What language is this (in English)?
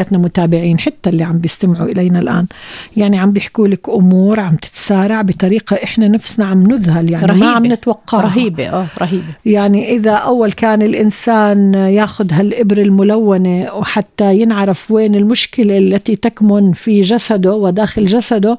North Levantine Arabic